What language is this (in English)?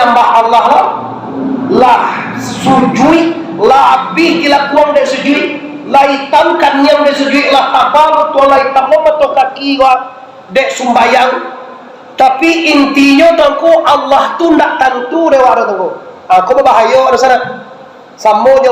Minangkabau